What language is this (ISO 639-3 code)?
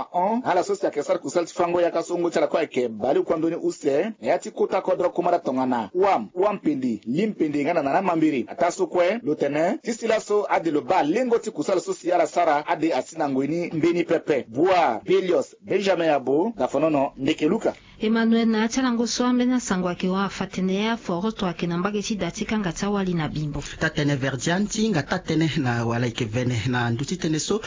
sag